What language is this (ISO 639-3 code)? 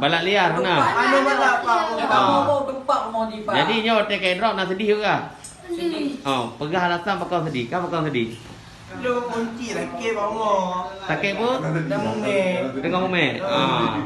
ace